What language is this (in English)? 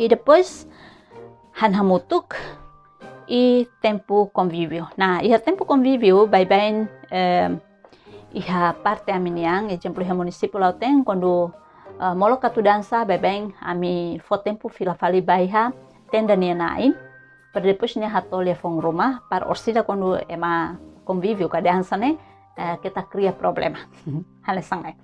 Tetum